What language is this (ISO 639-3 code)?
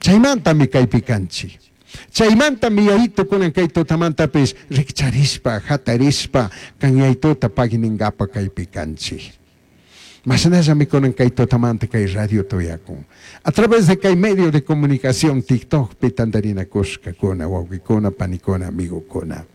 qug